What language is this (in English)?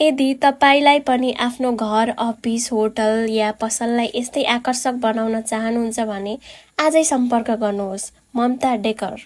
Nepali